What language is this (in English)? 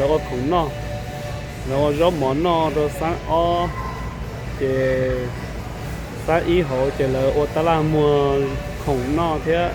Hmong